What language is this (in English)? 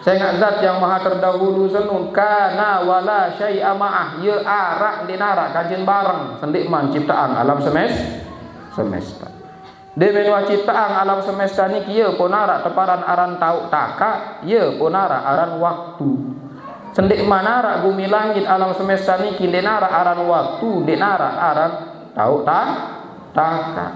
Sasak